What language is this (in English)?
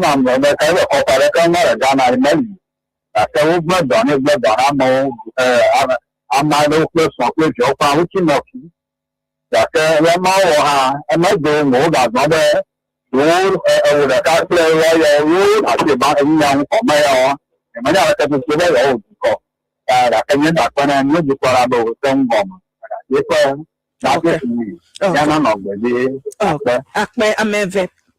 Ewe